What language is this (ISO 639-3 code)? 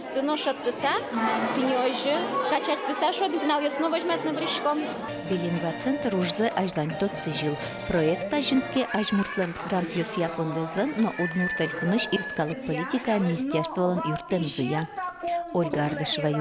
udm